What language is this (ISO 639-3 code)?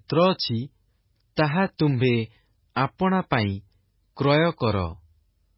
ori